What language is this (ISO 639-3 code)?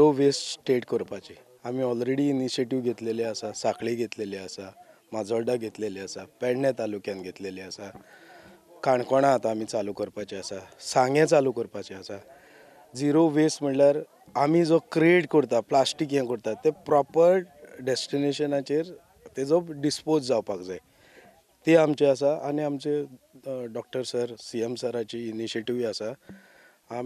kok